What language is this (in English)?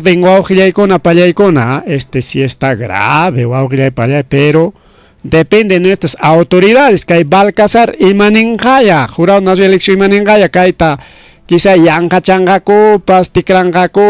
Ayacucho Quechua